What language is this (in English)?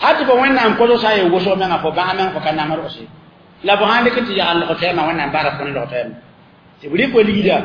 Mossi